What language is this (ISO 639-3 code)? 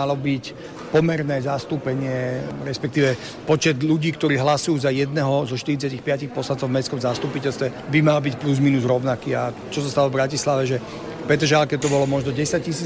slk